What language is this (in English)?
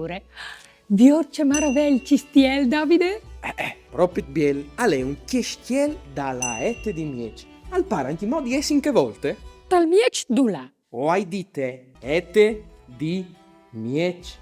Friulian